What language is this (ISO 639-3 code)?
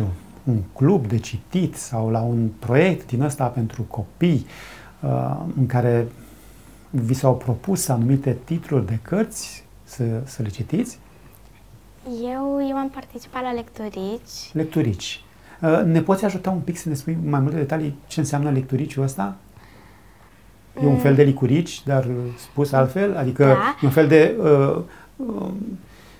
ron